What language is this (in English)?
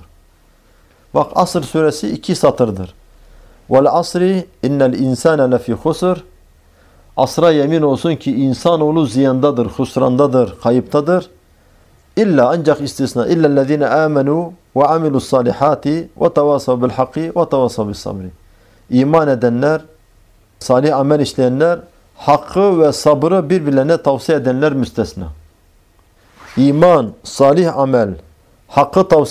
Turkish